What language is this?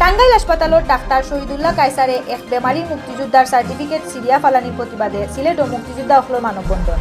Sylheti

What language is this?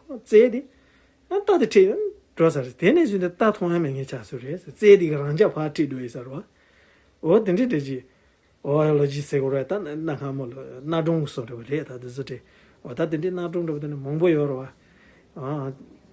Tibetan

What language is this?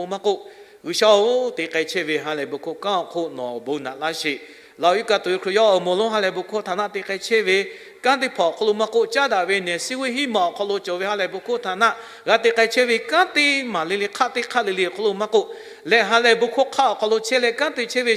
Lahu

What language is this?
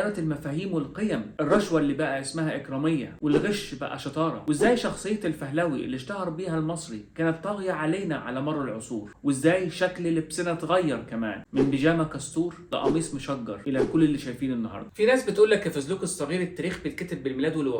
Egyptian Arabic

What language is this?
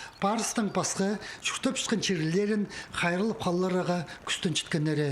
Khakas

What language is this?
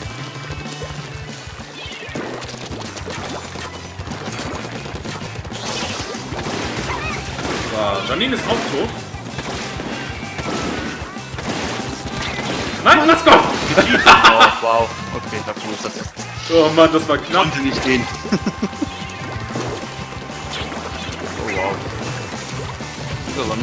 German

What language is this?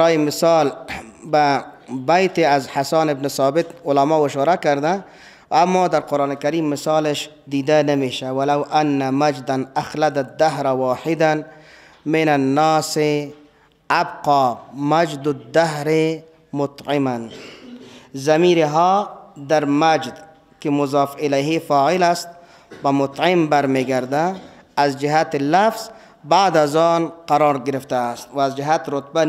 Persian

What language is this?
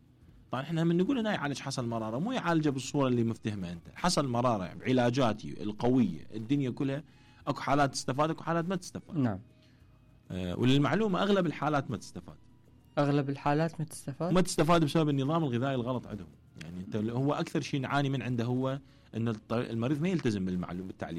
Mesopotamian Arabic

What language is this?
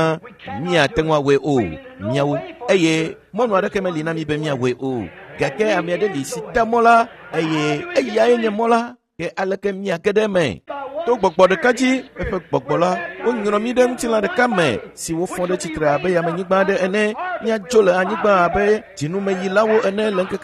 Ewe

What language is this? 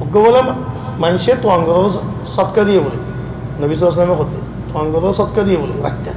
Rohingya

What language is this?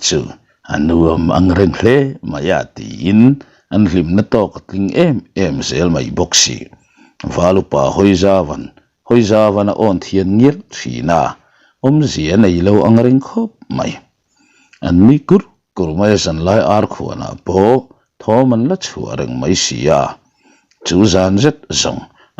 Mizo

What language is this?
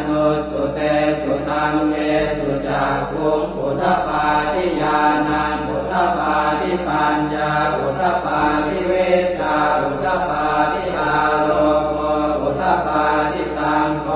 Pali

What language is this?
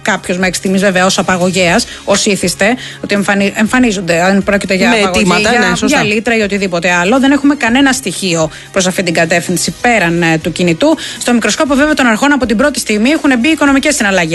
Greek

